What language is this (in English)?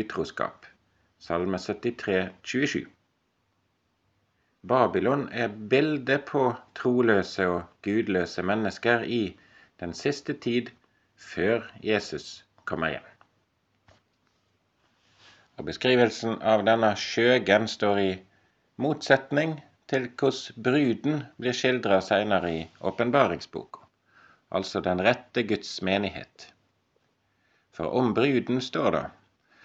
Norwegian